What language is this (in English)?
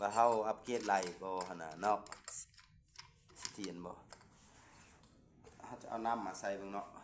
Lao